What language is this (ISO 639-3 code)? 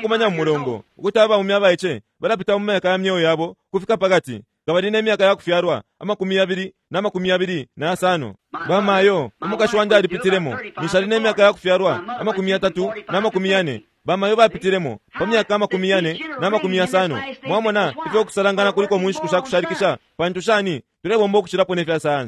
bem